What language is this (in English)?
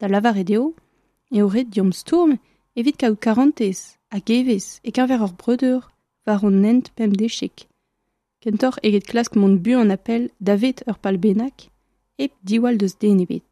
Breton